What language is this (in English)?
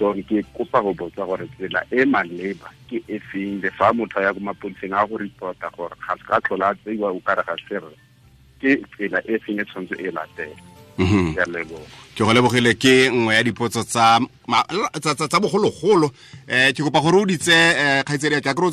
Tswana